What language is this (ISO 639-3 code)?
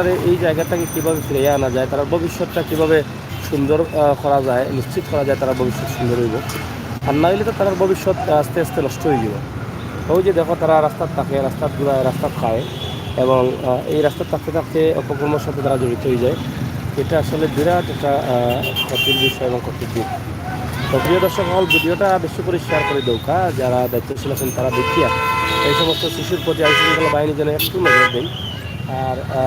syl